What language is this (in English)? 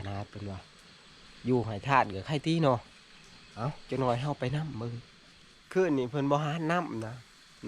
Northeastern Thai